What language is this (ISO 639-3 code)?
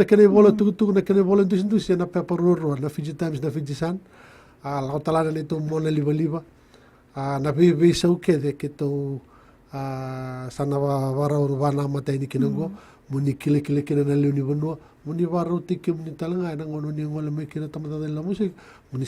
fij